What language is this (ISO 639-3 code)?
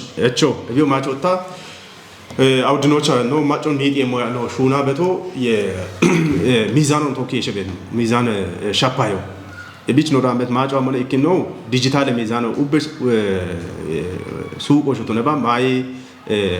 kbr